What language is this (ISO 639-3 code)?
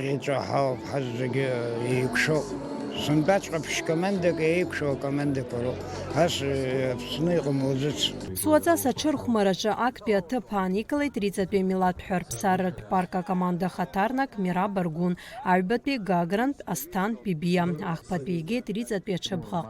abk